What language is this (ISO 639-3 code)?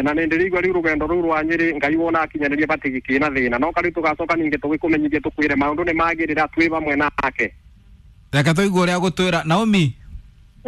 kik